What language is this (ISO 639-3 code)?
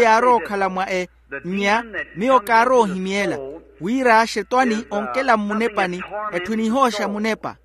vmw